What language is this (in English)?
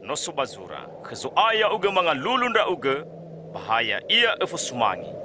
Nias